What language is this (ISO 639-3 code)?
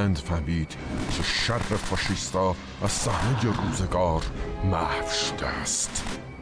fas